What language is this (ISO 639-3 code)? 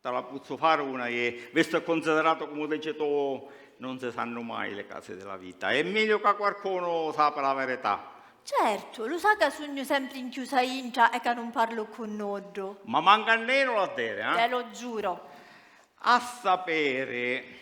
scn